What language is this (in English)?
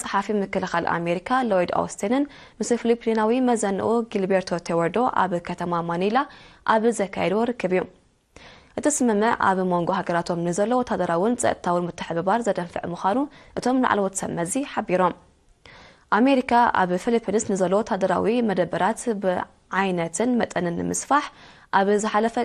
Tigrinya